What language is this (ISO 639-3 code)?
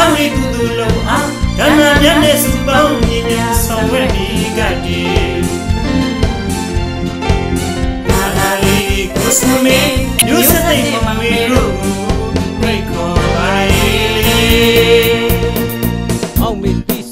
mya